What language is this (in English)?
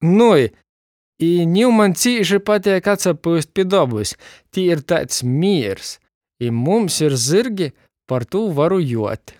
Latgalian